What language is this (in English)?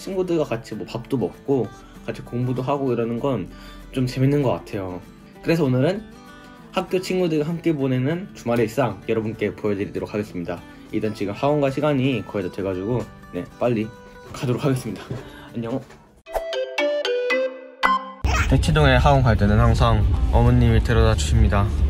Korean